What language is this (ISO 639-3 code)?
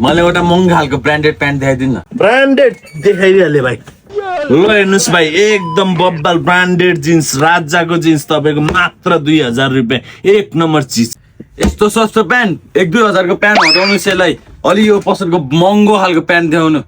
nep